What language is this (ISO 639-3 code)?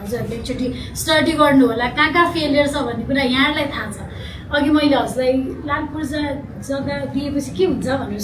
nep